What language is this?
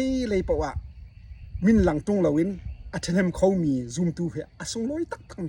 Hakha Chin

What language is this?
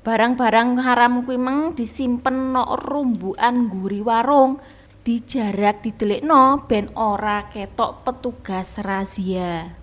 Javanese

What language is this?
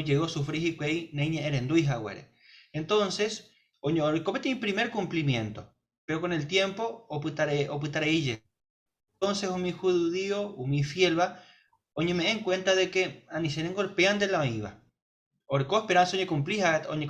Guarani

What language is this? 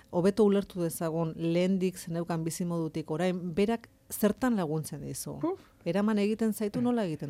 Basque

